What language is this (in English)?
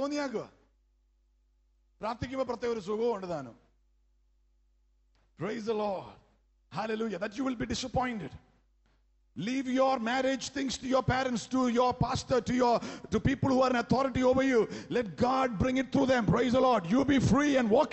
Malayalam